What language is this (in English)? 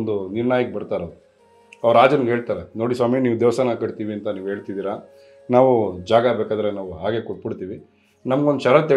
Kannada